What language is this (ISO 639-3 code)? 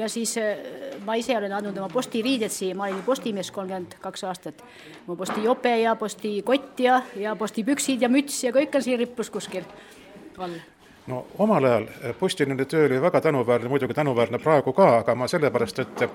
est